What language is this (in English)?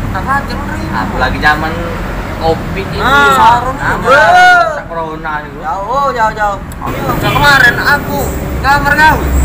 Musi